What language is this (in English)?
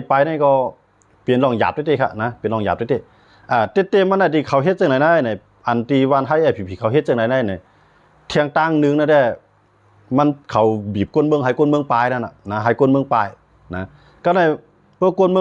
Shan